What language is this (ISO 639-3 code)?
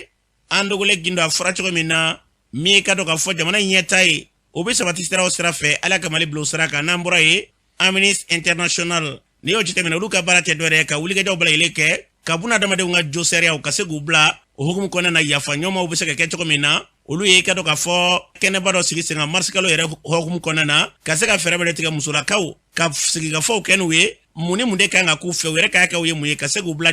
bam